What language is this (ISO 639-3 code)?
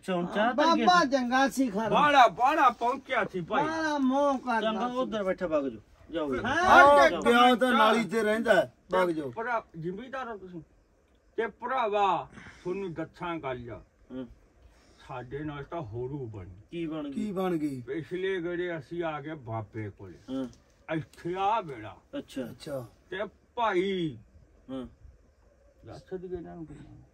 pan